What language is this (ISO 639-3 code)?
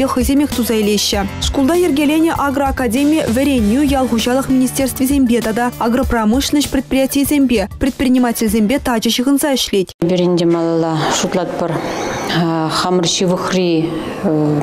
chv